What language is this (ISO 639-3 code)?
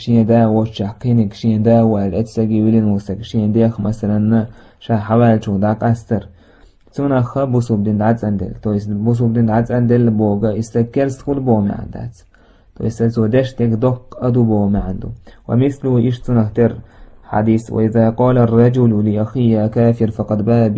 che